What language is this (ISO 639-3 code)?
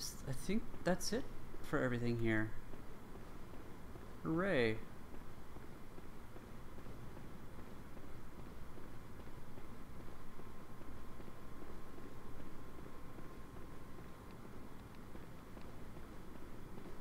eng